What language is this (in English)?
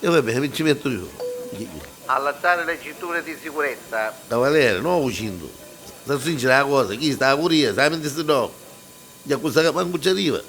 Neapolitan